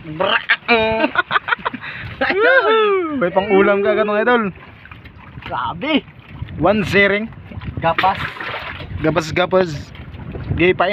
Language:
Filipino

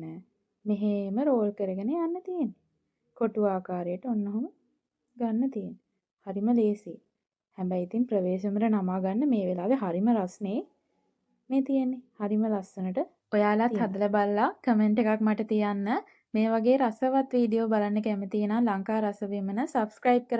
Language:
Sinhala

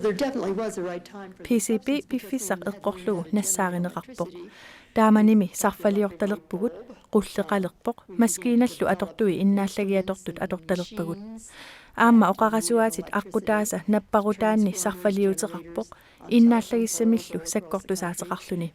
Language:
Kalaallisut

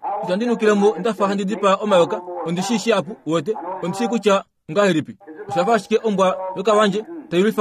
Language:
Kuanyama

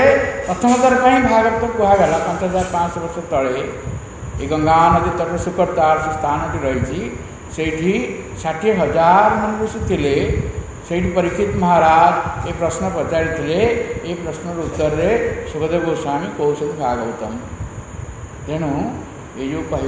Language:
Odia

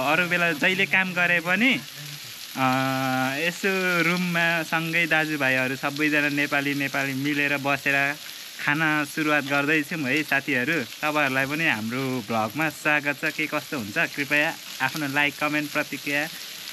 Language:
Nepali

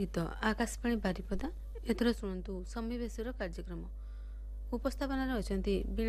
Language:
Odia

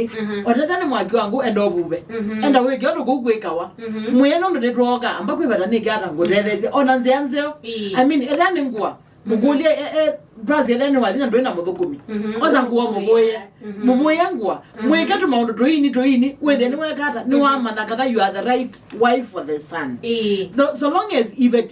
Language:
Kamba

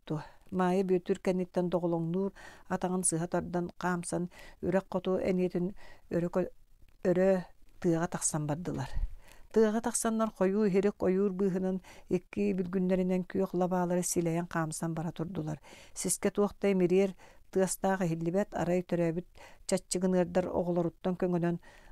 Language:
Yakut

